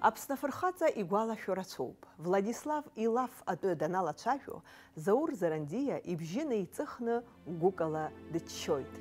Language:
Abkhazian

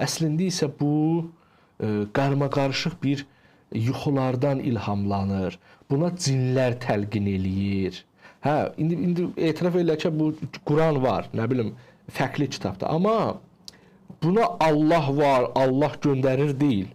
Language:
Azerbaijani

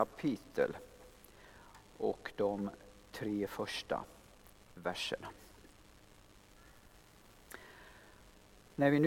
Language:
Swedish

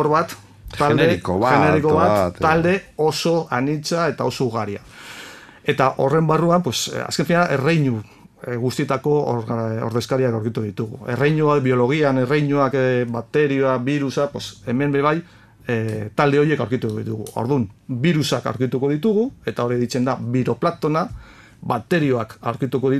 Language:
Basque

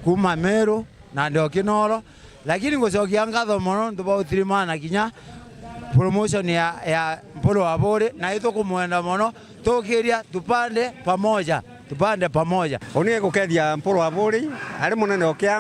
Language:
Meru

